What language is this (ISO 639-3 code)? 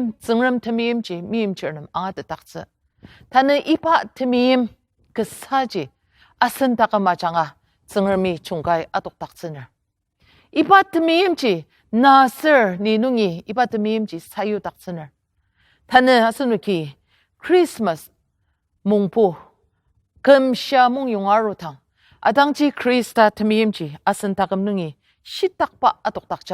njo